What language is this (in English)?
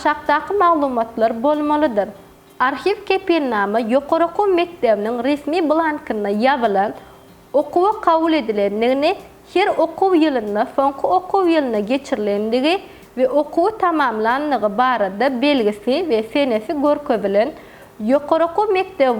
Turkmen